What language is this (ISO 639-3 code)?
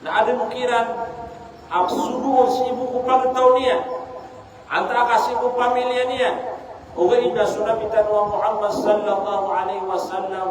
mrw